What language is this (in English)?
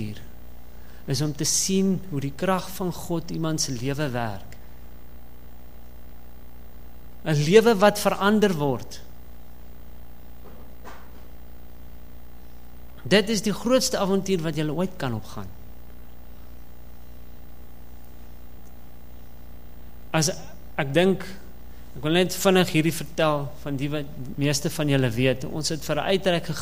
Afrikaans